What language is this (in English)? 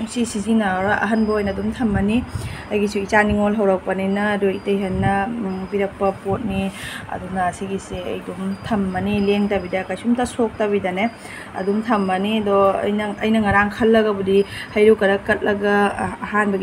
Manipuri